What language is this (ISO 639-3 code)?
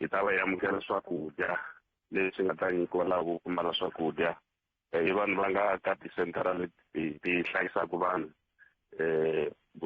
tso